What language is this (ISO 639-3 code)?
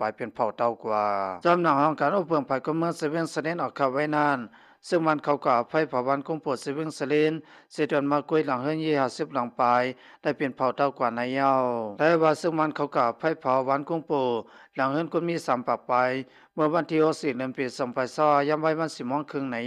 shn